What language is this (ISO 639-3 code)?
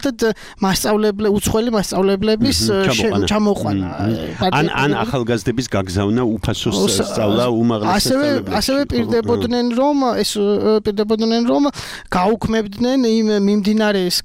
kat